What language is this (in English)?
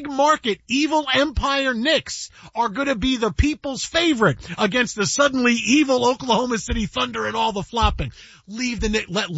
English